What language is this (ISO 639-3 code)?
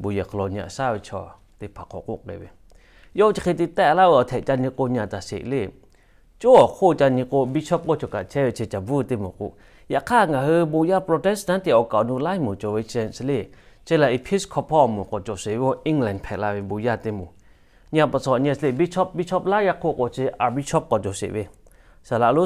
lhu